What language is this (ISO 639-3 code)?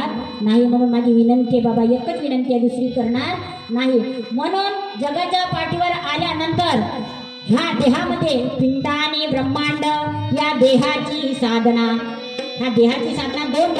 mar